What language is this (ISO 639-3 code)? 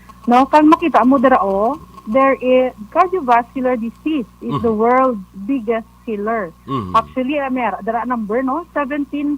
hil